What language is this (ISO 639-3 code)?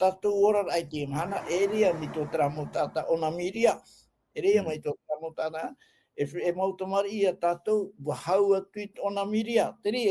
tah